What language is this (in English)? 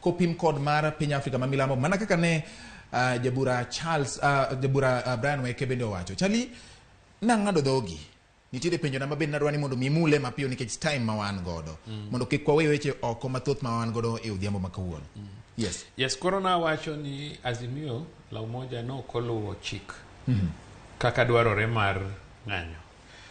Luo (Kenya and Tanzania)